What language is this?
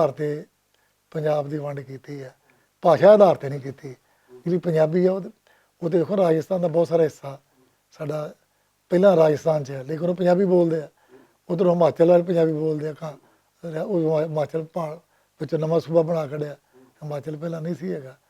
Western Panjabi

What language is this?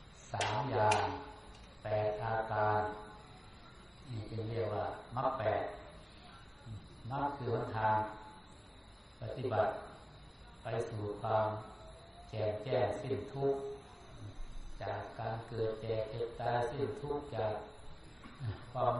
Thai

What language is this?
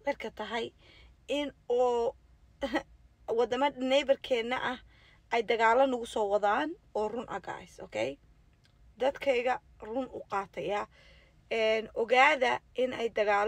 Somali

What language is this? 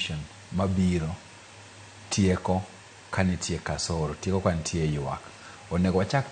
Luo (Kenya and Tanzania)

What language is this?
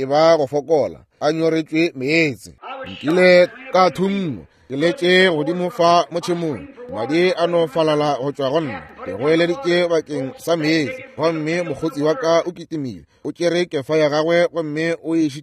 Northern Sotho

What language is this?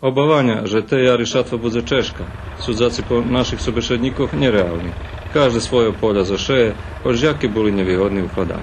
Rusyn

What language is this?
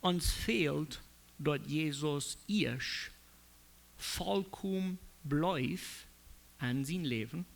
Plautdietsch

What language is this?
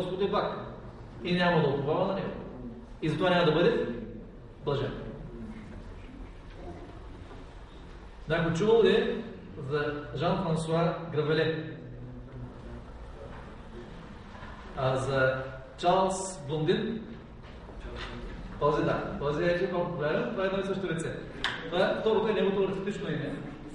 Bulgarian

